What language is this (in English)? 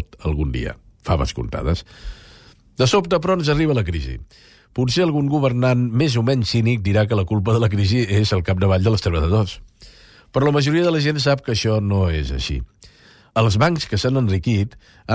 Catalan